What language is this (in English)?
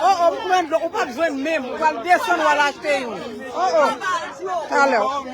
Haitian Creole